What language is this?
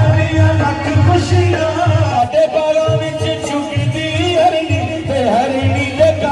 Pahari-Potwari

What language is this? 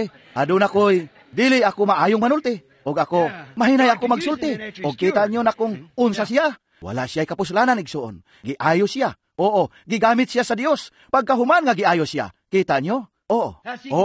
Cebuano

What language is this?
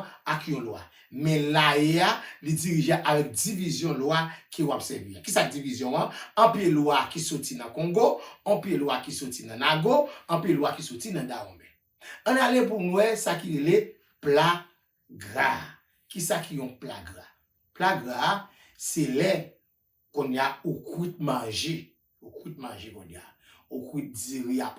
Haitian Creole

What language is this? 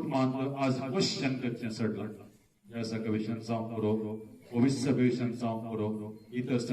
Konkani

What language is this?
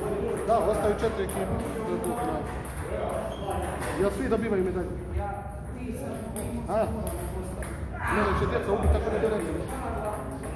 Croatian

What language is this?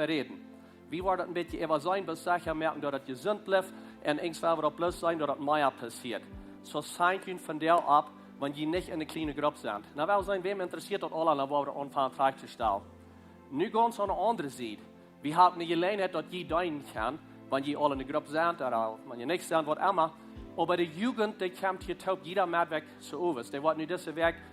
Plautdietsch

